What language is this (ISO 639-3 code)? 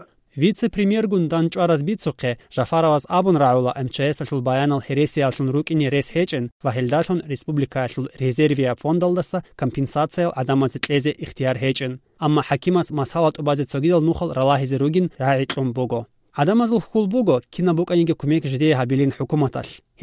ava